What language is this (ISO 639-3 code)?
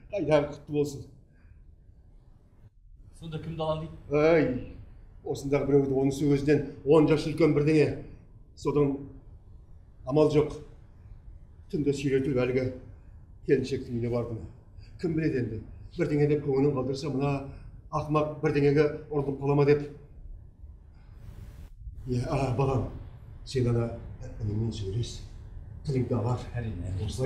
kaz